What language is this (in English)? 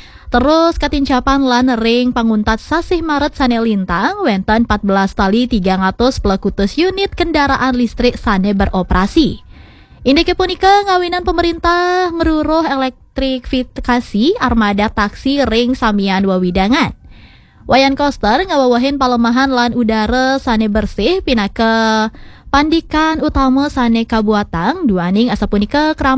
Balinese